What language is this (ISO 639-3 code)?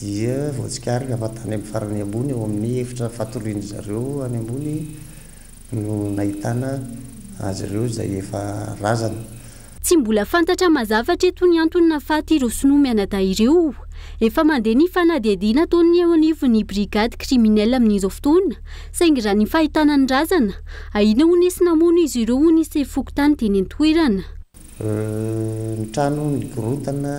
mlg